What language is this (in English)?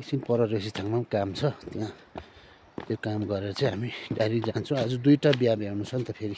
Nepali